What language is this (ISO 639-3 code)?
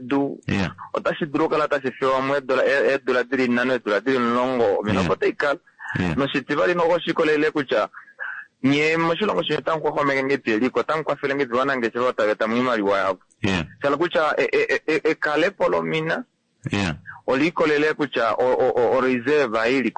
kua